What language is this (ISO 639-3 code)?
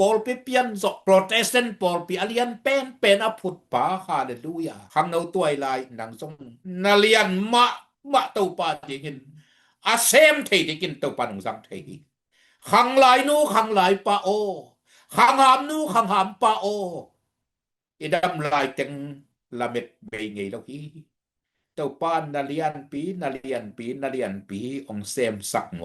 ctd